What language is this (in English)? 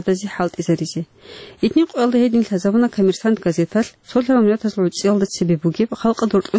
Avaric